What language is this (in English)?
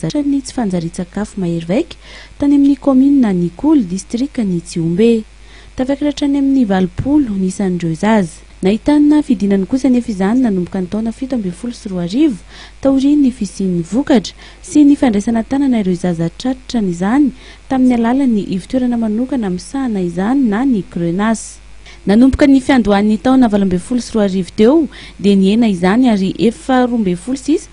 Malagasy